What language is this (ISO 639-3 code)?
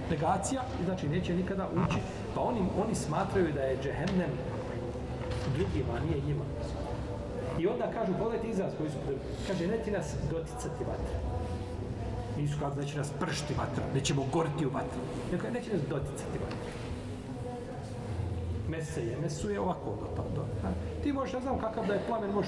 bos